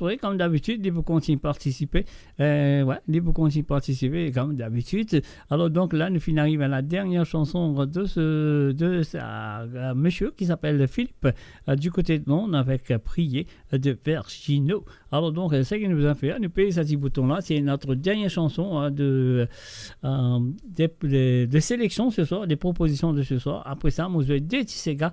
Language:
Morisyen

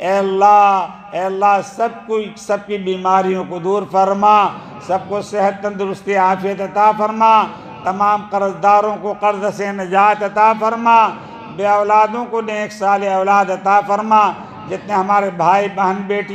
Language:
Urdu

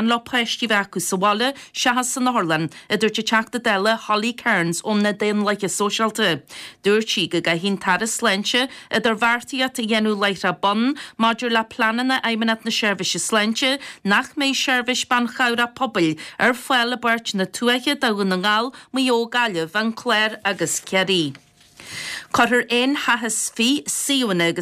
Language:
Irish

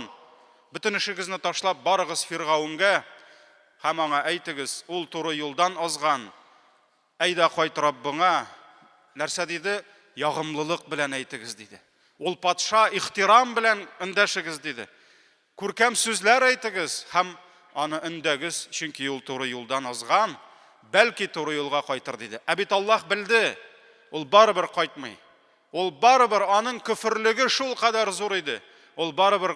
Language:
Tatar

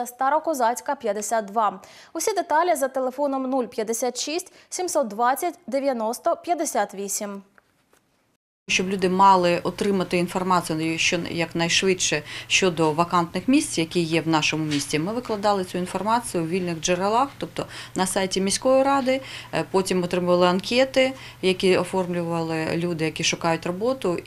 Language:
Ukrainian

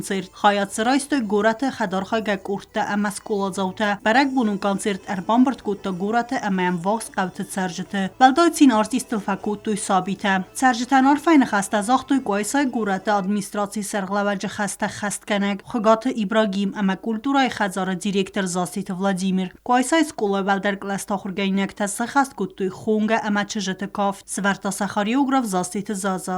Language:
Ossetic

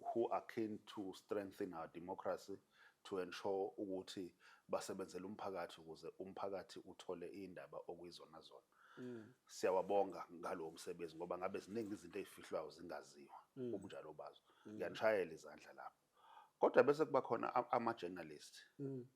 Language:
Zulu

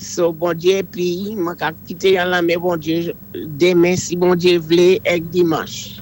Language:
Saint Lucian Creole French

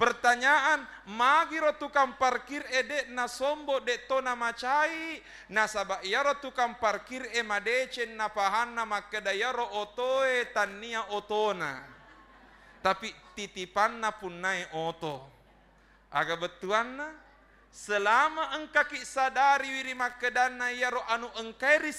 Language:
Buginese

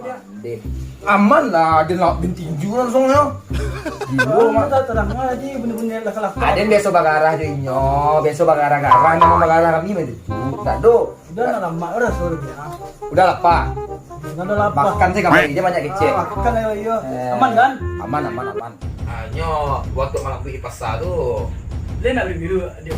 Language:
Minangkabau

